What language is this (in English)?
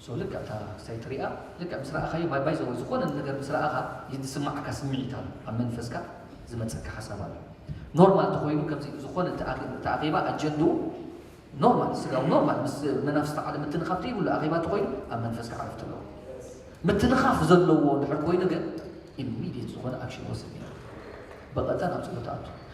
Tigrinya